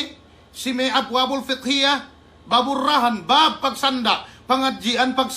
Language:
Yakan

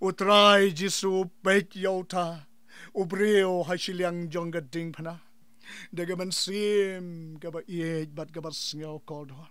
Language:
Khasi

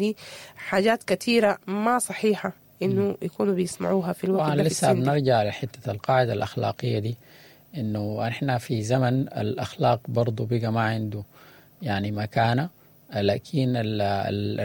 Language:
Sudanese Arabic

